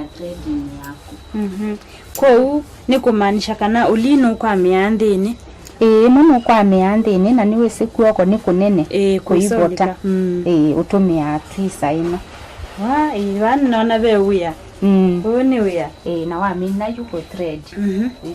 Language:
Kamba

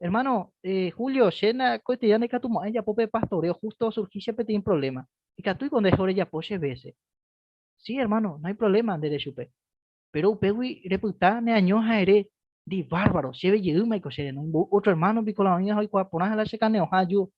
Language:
Guarani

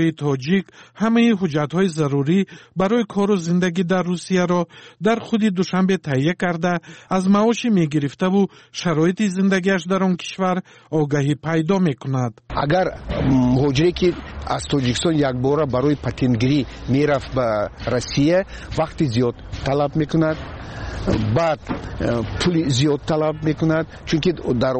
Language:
Tajik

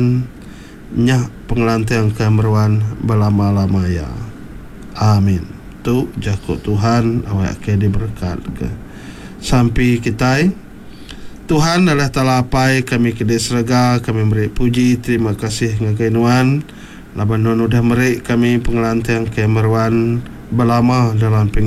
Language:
Iban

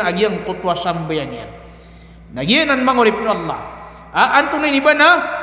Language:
Maranao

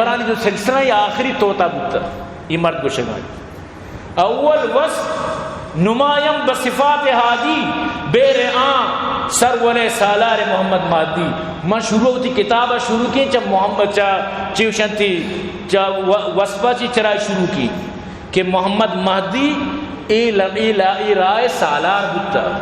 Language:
Eastern Balochi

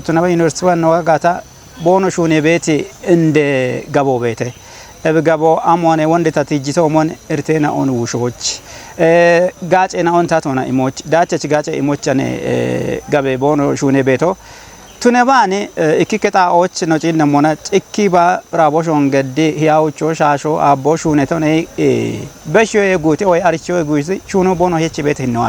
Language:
Kafa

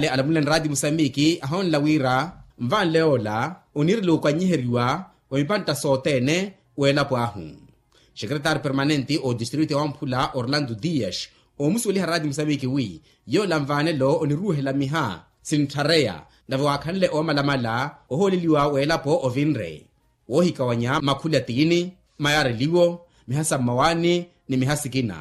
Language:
Makhuwa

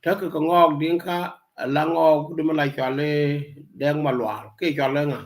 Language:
Nuer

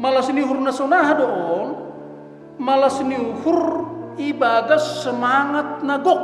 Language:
Batak Simalungun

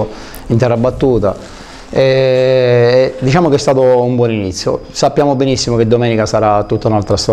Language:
Italian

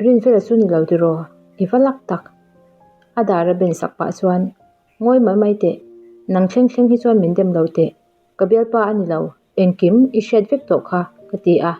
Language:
Mizo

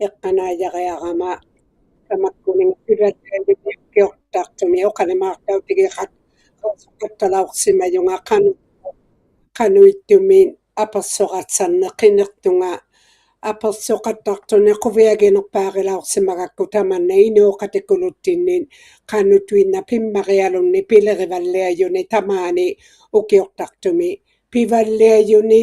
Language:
Inuktitut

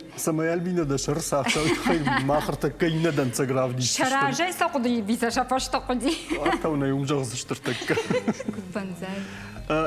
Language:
Ossetic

